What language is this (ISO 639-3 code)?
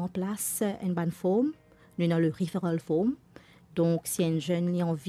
mfe